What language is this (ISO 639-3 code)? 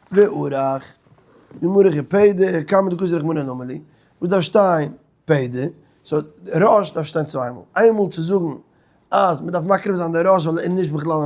yid